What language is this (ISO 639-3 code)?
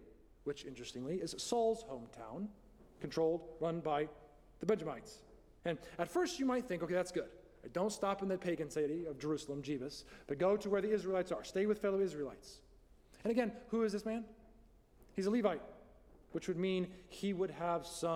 eng